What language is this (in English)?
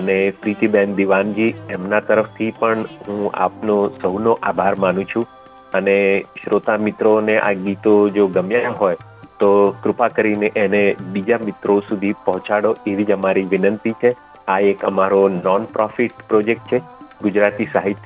Gujarati